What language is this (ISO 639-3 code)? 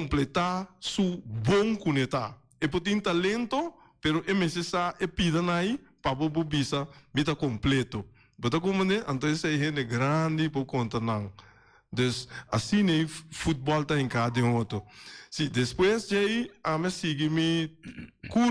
pap